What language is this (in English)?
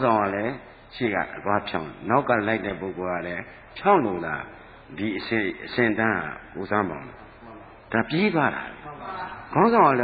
Burmese